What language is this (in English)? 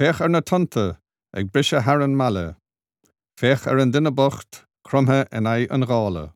Irish